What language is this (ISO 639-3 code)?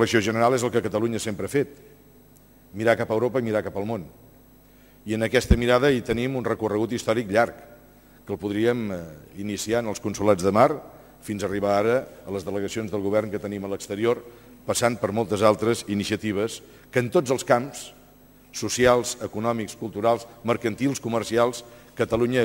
cat